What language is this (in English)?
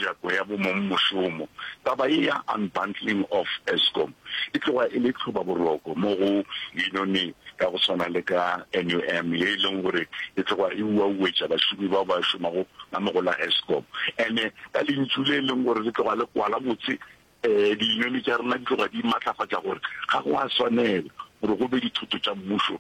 Northern Sotho